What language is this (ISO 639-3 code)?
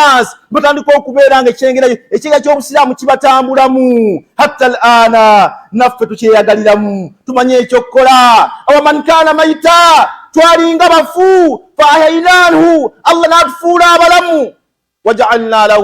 lug